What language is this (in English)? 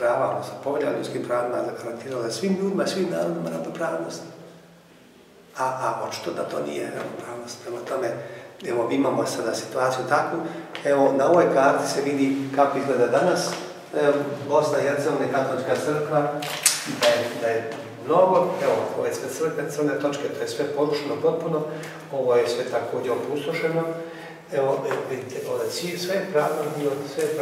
Croatian